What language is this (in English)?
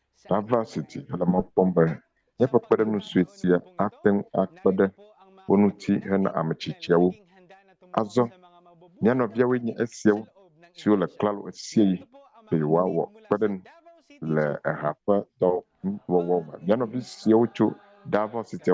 Ewe